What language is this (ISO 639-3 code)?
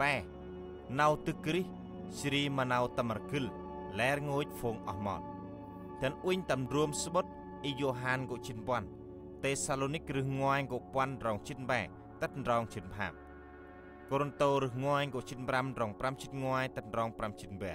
cmo